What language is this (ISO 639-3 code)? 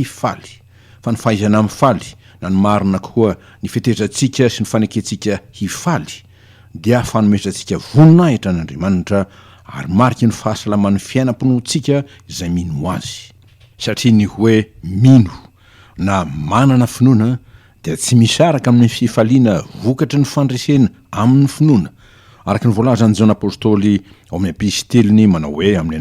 mlg